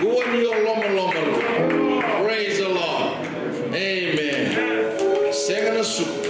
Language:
Fijian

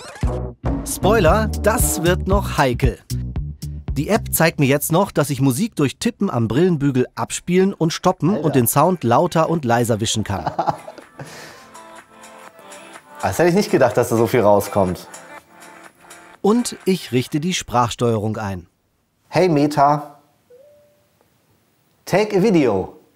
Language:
German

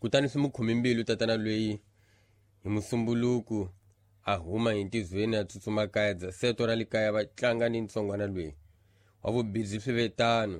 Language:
Tsonga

